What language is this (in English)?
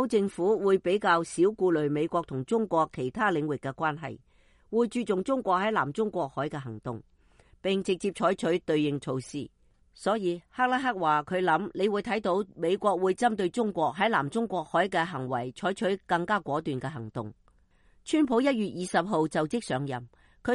Cantonese